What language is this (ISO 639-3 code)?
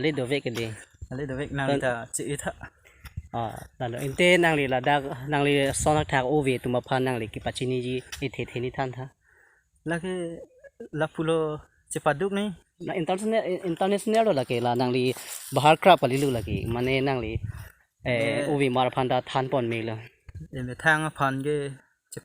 mjw